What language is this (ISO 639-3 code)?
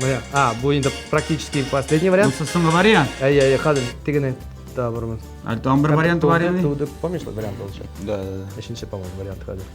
tat